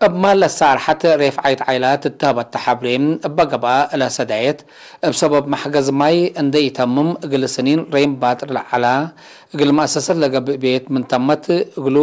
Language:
Tigre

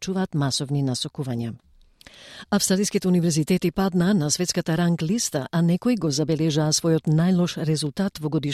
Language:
Macedonian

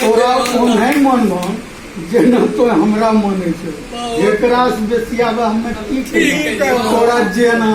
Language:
Angika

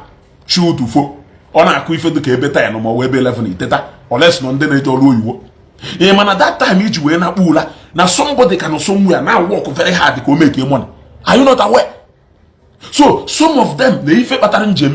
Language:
Igbo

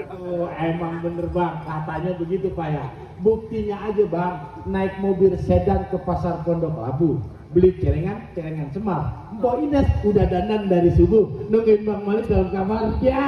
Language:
Betawi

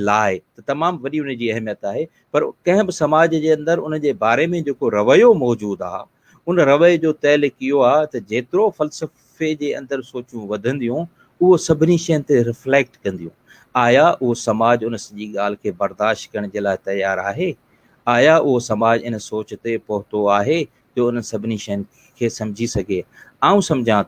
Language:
Sindhi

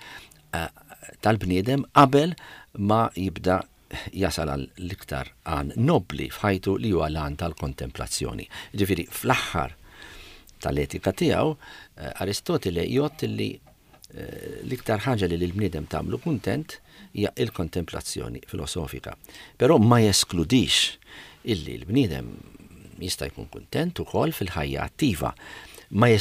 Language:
Maltese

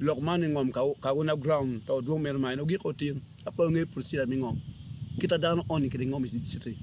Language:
Acoli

